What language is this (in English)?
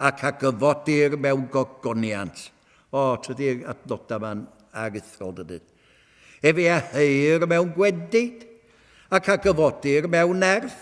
Welsh